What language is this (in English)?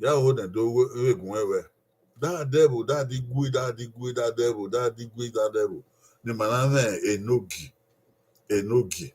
Bini